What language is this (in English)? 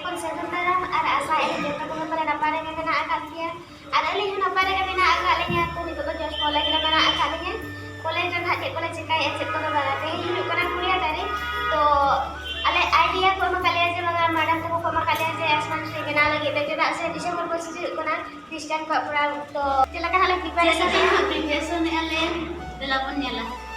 Santali